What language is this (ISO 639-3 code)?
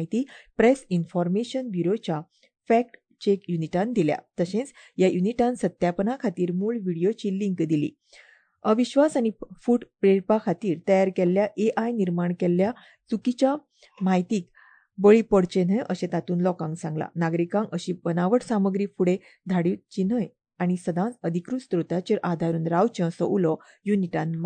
kok